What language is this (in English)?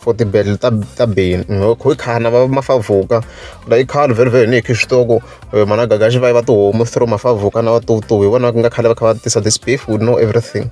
Tsonga